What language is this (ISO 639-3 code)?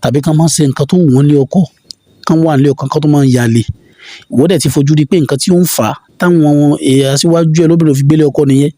yor